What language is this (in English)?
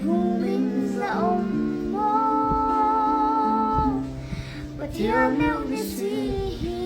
Mizo